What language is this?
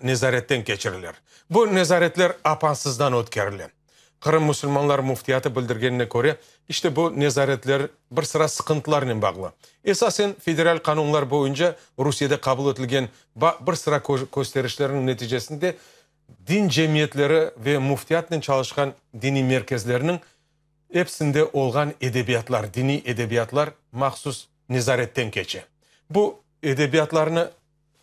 Crimean Tatar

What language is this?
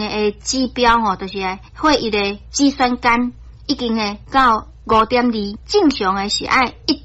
Min Nan Chinese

